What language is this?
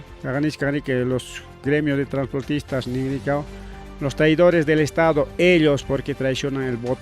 Ayacucho Quechua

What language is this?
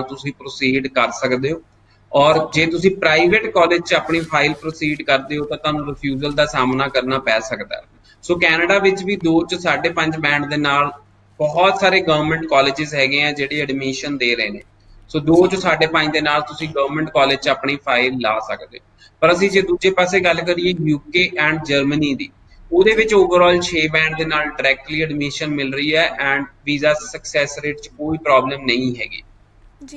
Punjabi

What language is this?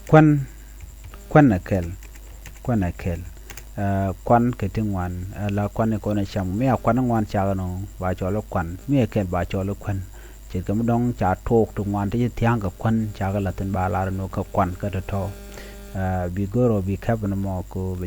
Nuer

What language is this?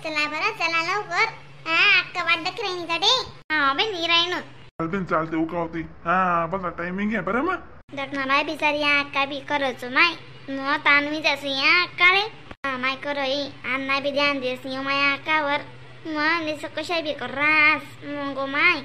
Khandesi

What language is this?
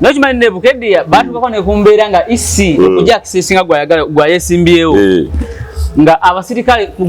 Ganda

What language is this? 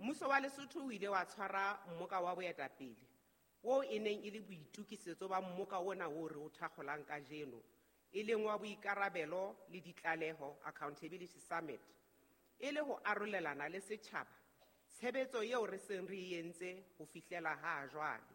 Southern Sotho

